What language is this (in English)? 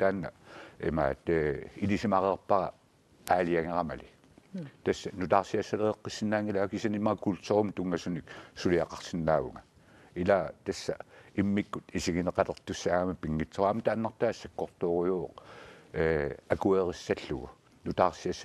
Kalaallisut